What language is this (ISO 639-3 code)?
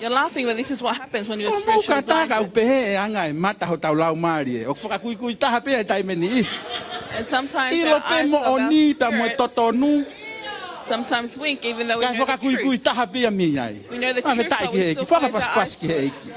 ton